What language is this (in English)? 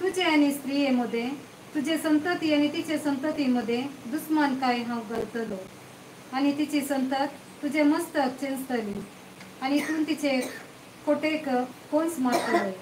Konkani